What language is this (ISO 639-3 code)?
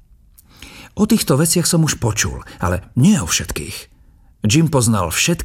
slk